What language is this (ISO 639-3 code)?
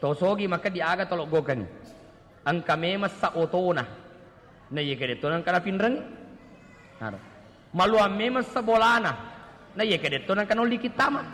bug